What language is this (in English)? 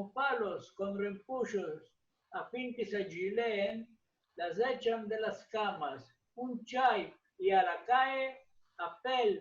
Ladino